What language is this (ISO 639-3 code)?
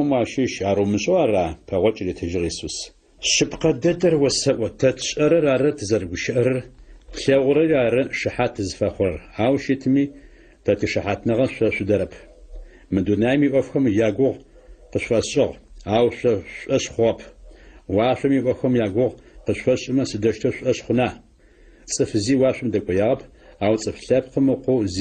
ady